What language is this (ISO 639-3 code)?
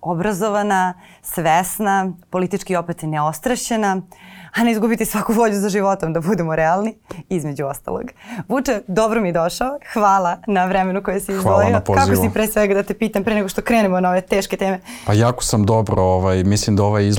srp